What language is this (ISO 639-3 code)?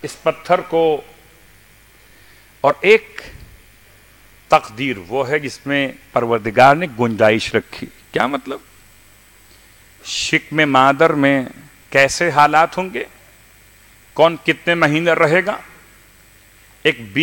urd